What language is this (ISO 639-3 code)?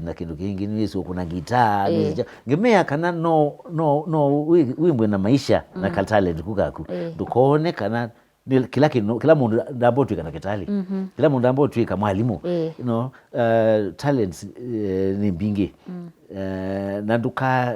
kam